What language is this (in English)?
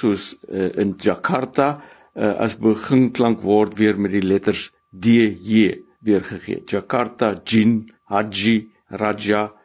Afrikaans